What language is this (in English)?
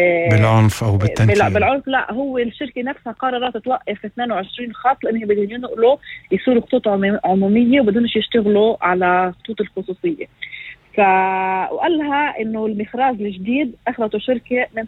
North Levantine Arabic